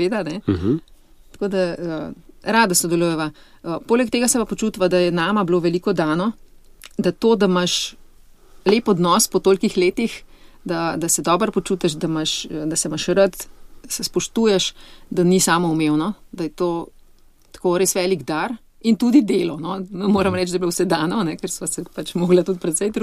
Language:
Slovenian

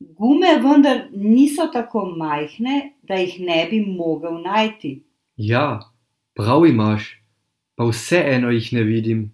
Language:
Slovenian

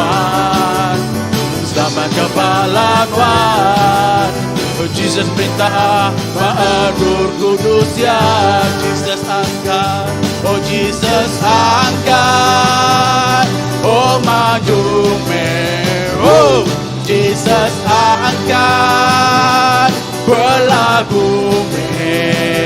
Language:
Iban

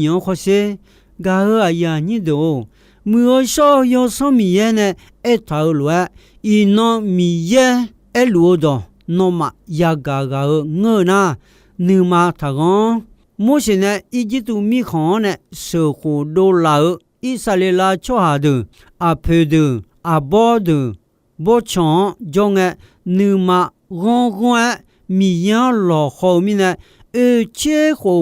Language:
Akha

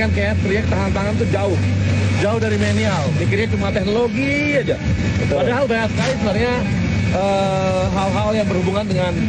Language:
Indonesian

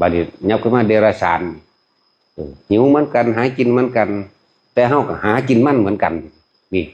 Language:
Northeastern Thai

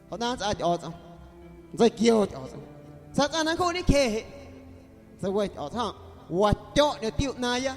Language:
Guerrero Amuzgo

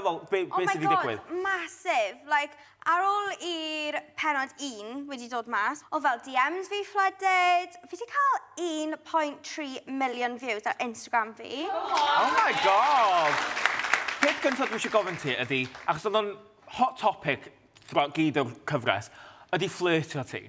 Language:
Welsh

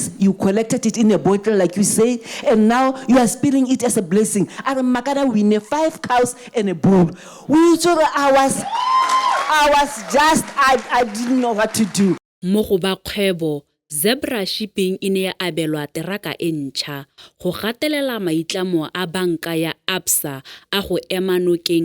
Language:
Tswana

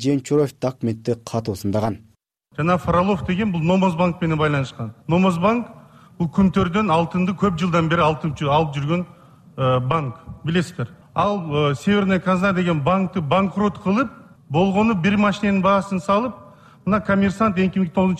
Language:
Kyrgyz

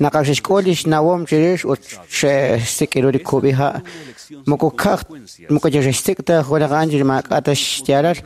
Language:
Kekchí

